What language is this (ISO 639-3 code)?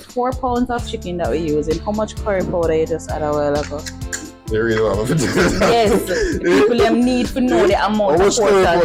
jam